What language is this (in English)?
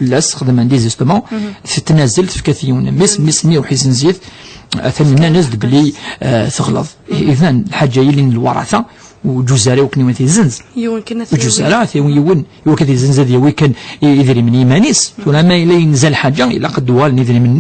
Kabyle